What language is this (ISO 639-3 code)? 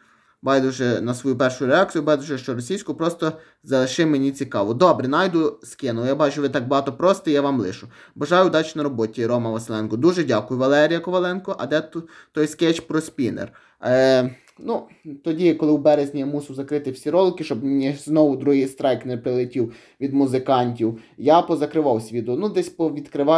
ukr